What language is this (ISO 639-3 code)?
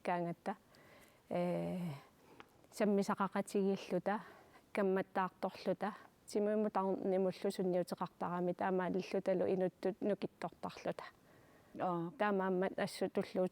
kal